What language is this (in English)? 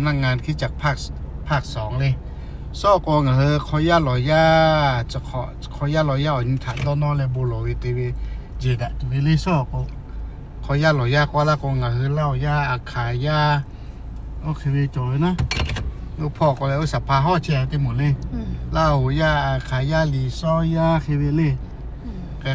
Lahu